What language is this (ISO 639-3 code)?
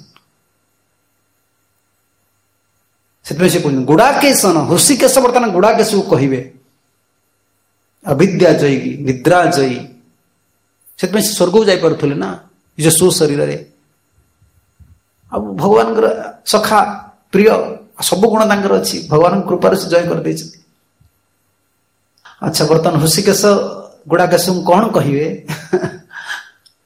ori